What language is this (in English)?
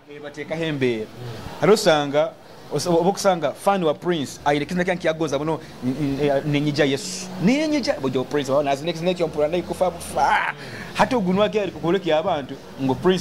Nyoro